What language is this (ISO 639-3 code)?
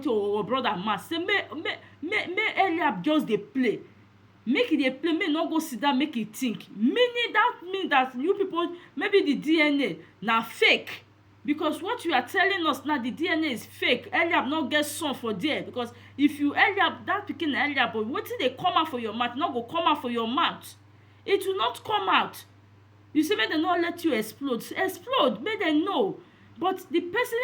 pcm